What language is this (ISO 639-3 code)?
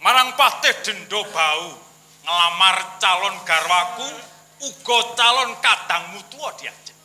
jav